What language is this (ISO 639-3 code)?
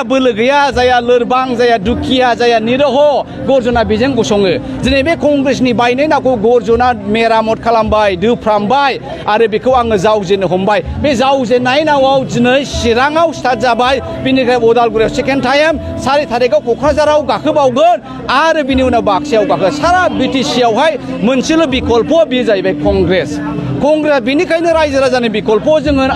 brx